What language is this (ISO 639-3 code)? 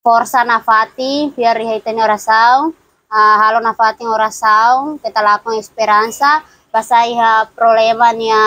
tet